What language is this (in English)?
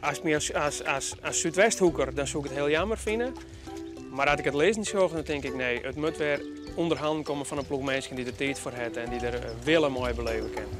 Western Frisian